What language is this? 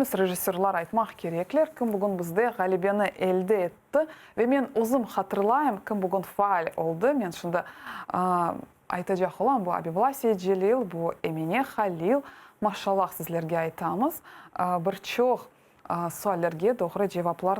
Crimean Tatar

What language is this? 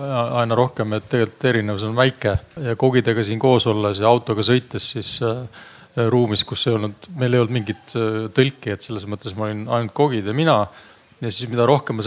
Estonian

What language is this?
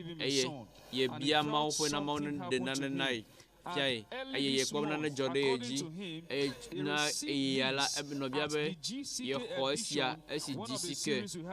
Ewe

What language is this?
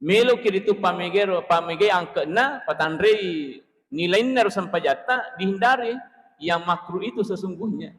Buginese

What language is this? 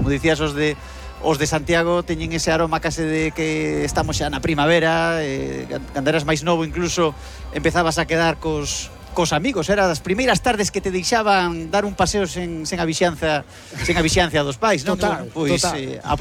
Galician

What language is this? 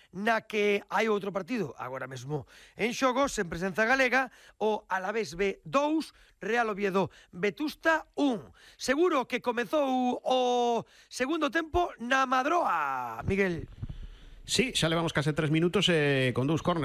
Galician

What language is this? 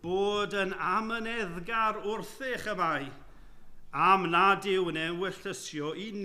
Welsh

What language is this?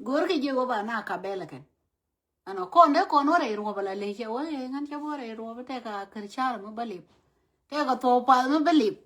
Nuer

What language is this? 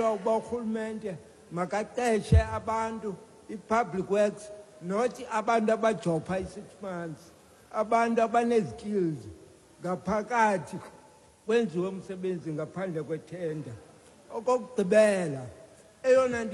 Xhosa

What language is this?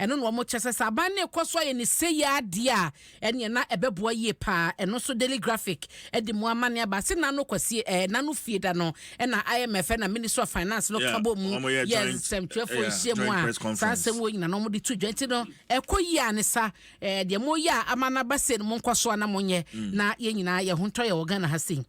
Akan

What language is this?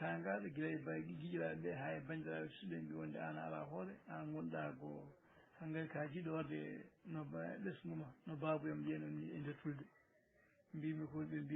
Fula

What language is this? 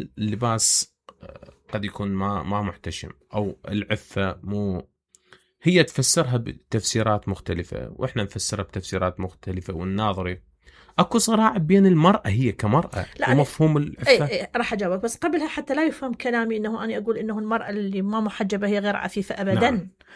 Mesopotamian Arabic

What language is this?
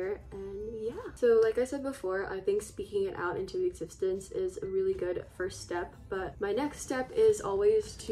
English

